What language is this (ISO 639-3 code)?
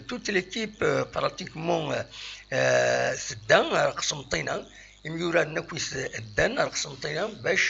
kab